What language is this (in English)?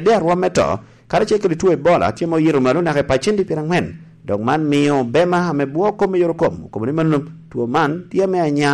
Lango (Uganda)